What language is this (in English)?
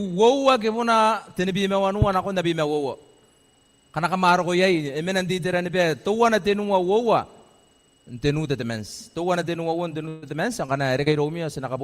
Gilbertese